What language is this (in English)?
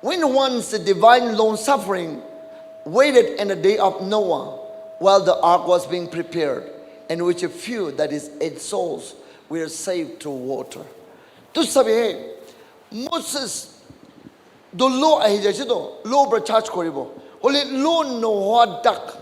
Naga Pidgin